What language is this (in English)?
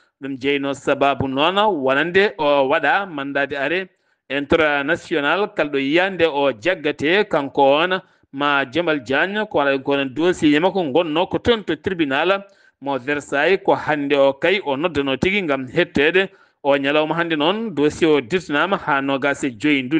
Fula